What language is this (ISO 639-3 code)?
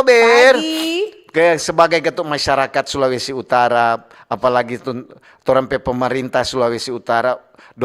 xmm